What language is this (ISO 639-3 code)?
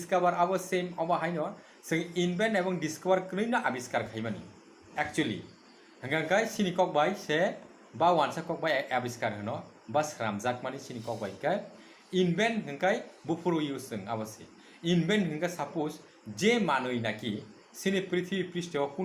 trp